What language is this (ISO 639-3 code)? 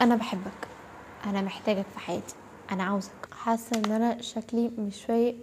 arz